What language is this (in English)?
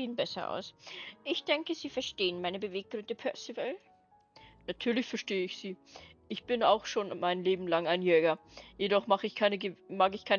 Bavarian